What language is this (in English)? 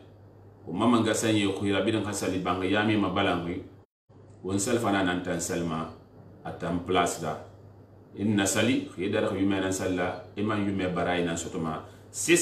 Susu